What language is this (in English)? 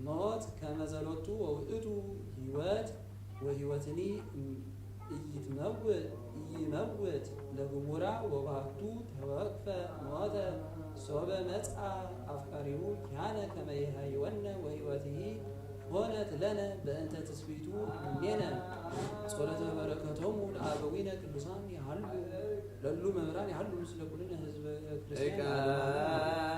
Geez